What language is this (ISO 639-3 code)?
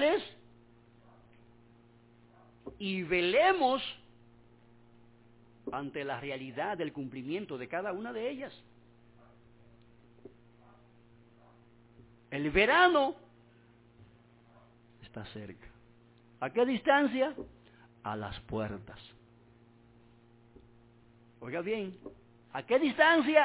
spa